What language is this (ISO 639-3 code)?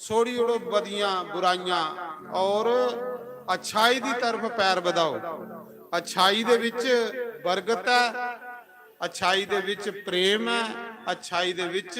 doi